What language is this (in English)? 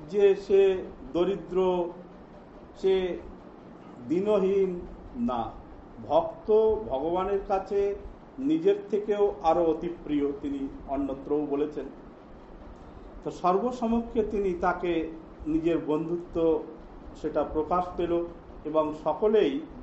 Bangla